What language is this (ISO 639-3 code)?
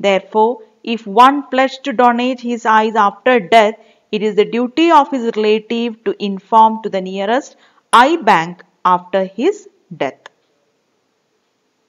eng